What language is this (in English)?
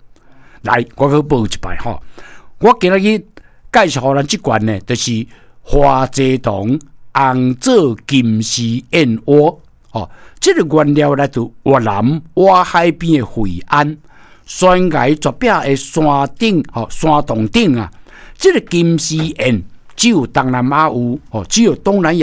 Min Nan Chinese